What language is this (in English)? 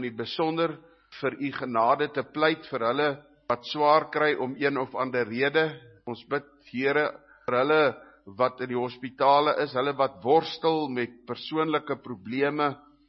Afrikaans